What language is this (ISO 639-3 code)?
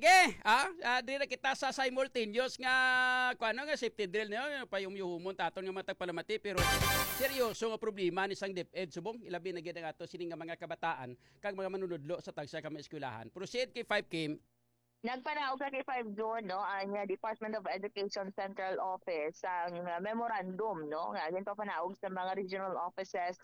hil